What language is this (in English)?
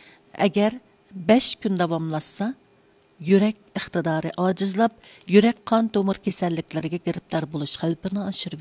Uyghur